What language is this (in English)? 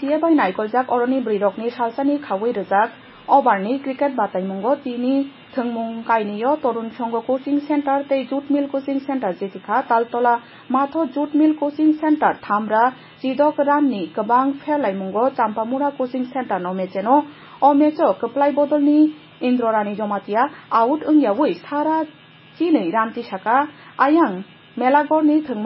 Kok Borok